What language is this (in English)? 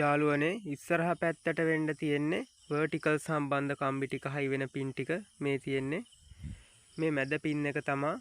Sinhala